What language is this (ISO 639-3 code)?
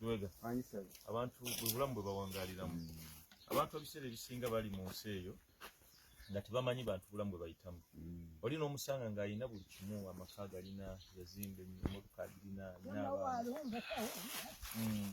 lug